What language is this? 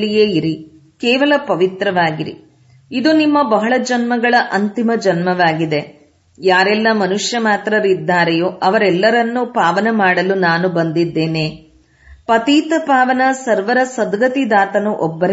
Kannada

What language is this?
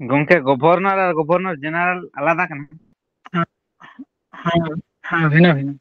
Santali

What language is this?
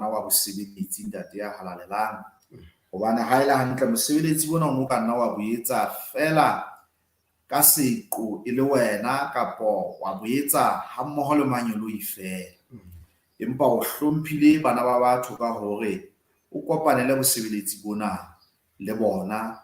Southern Sotho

